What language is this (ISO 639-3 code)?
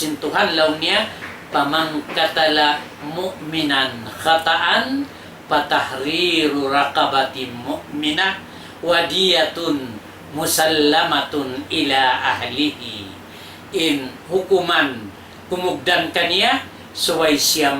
tsg